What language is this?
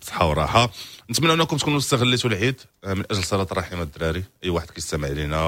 Moroccan Arabic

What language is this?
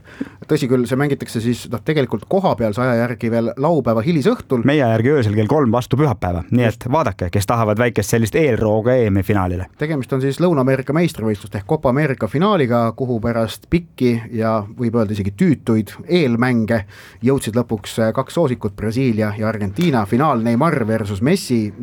Estonian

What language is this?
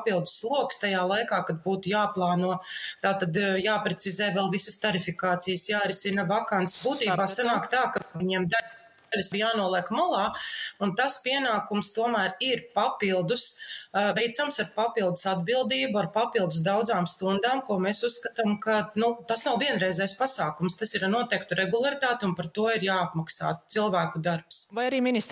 Latvian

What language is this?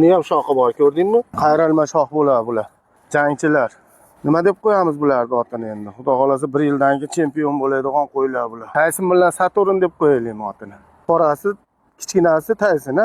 Uzbek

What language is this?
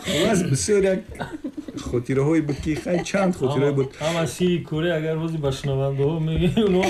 Tajik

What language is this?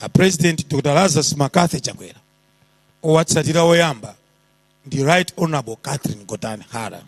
Nyanja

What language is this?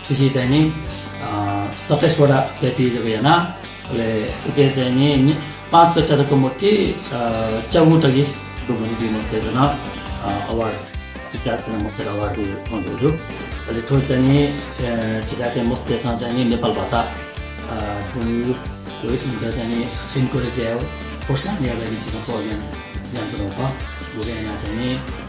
Newari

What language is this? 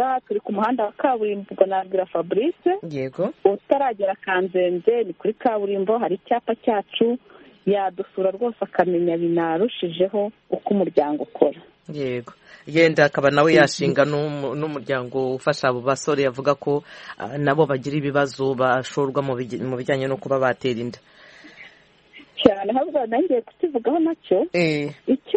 Kinyarwanda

